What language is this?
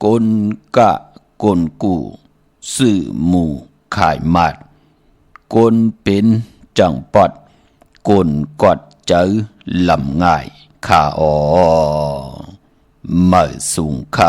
Shan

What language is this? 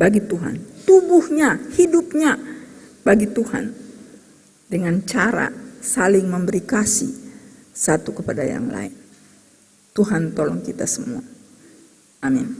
Ambonese Malay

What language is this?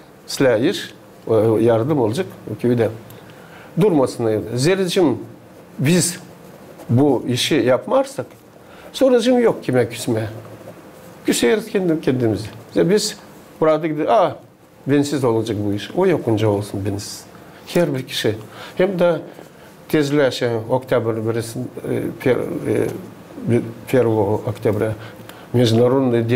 Gagauz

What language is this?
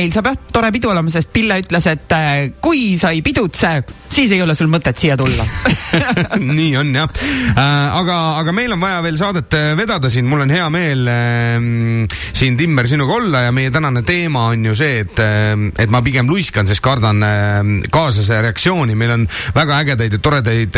Estonian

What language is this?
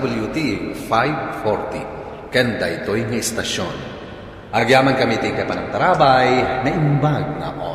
Iloko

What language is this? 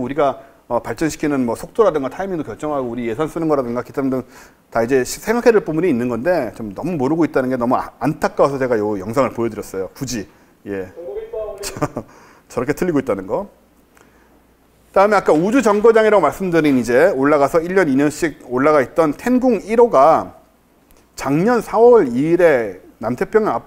Korean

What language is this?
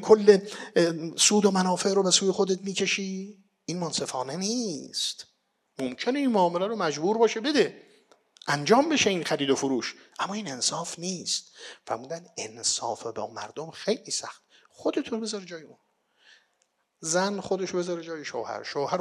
Persian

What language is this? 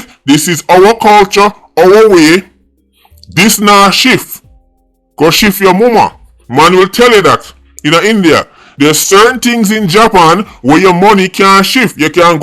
Jamaican Creole English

